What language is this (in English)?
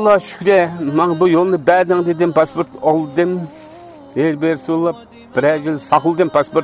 Uyghur